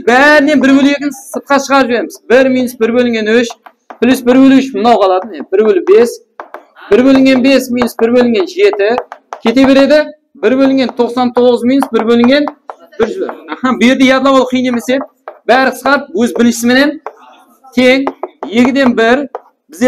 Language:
Kara-Kalpak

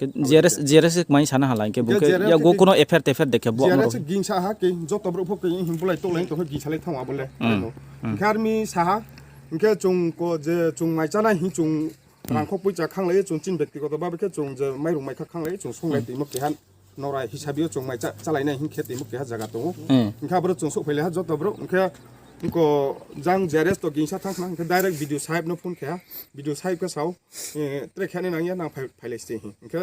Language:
Riang (India)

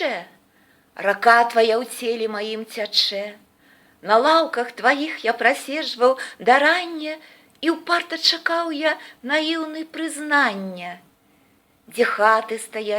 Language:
Belarusian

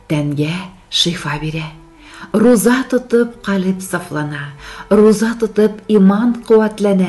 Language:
Tatar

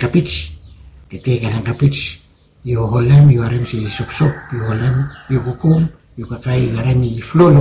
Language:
Bislama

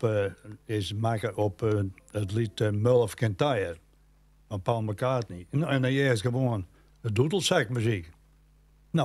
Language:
Western Frisian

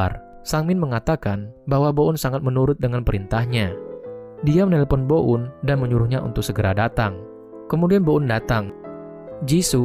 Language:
Indonesian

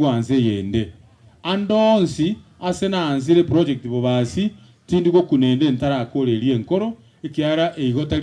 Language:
Gusii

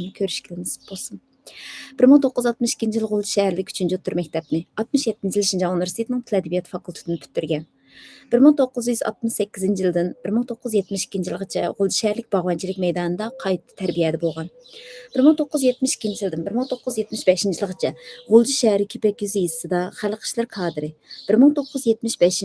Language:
Uyghur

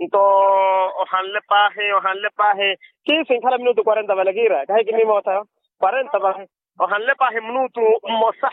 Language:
Makhuwa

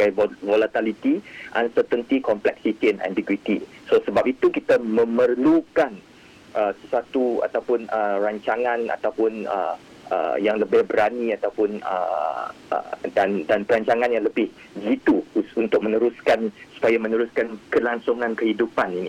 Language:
Malay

